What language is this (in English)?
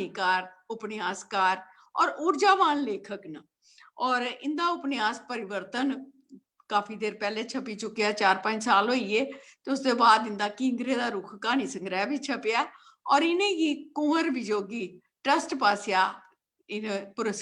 Dogri